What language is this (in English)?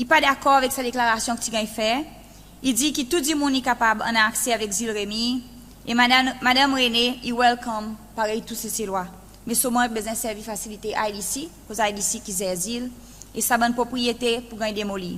Seselwa Creole French